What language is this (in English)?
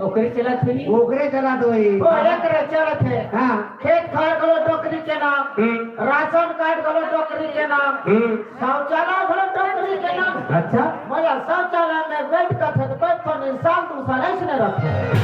Chhattisgarhi